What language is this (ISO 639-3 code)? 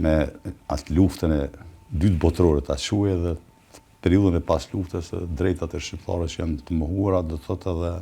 sqi